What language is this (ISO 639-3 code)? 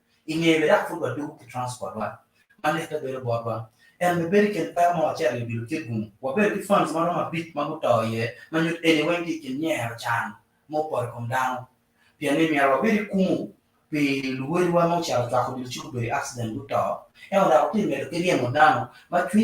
ach